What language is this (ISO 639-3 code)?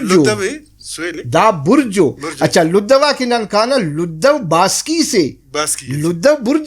brh